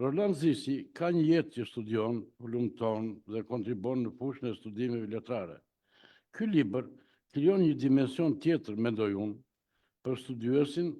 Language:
Albanian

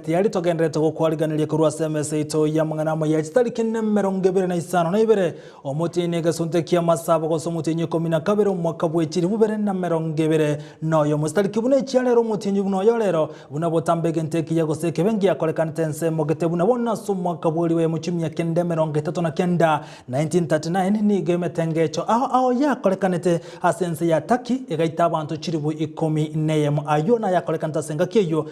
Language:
Gusii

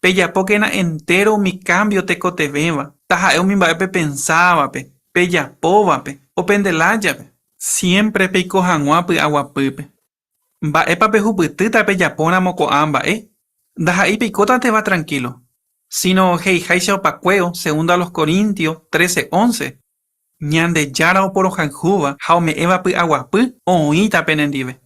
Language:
Guarani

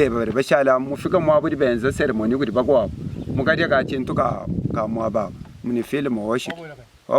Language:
Luba-Lulua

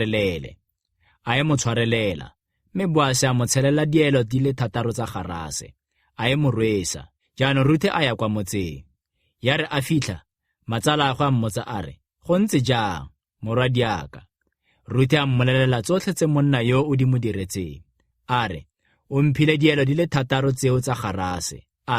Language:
Tswana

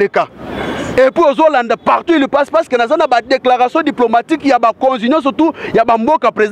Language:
Lingala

